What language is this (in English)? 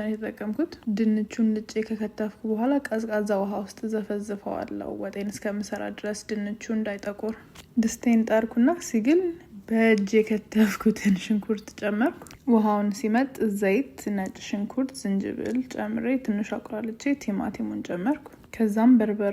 Amharic